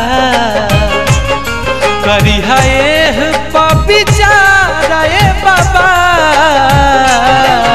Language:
Bhojpuri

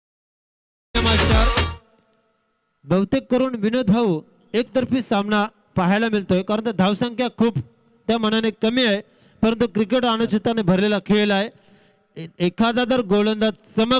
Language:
Marathi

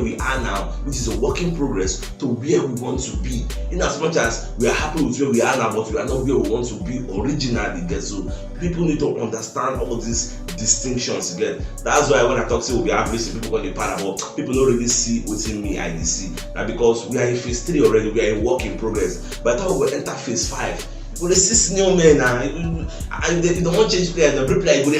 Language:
Nigerian Pidgin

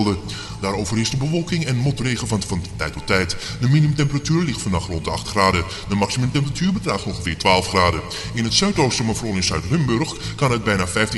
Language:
Dutch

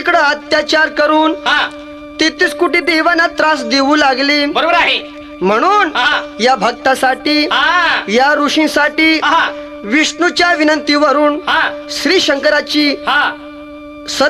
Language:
Marathi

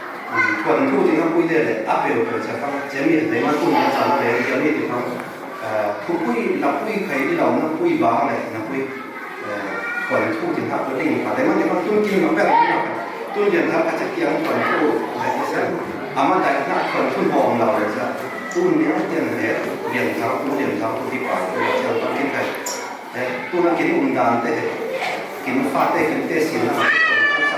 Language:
Falam Chin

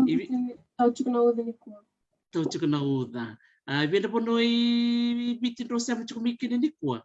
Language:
Fijian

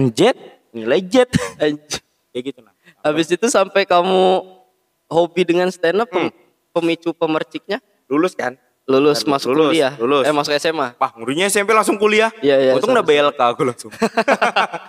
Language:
Indonesian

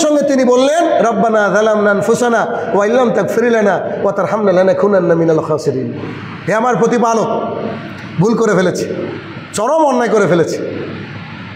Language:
Bangla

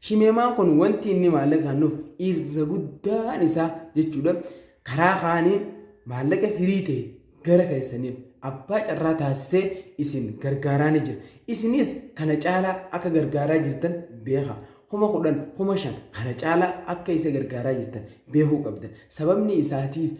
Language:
Oromo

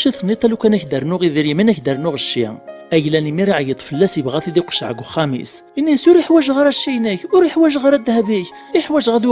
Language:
Kabyle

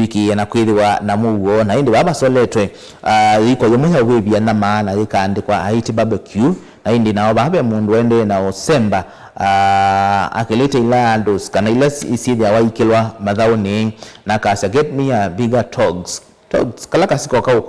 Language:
Kamba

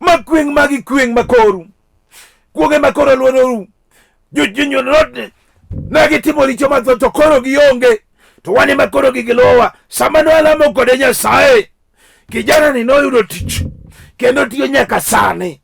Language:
Luo (Kenya and Tanzania)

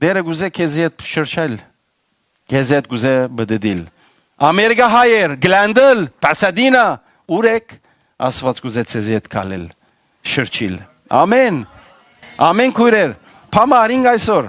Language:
Western Armenian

